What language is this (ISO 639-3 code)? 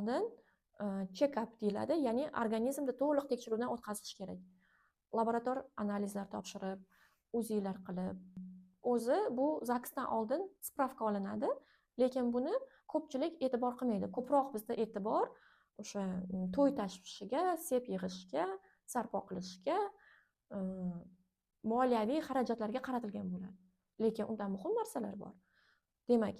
uzb